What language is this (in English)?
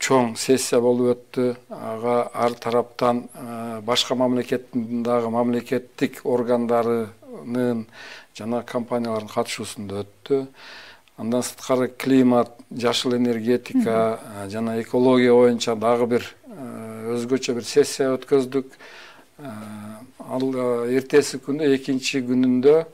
Kyrgyz